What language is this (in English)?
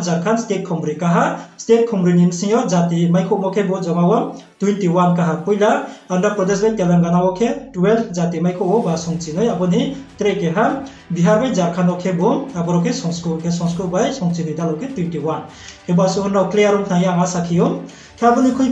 Riang (India)